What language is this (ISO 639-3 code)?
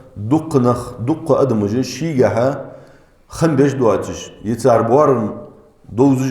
inh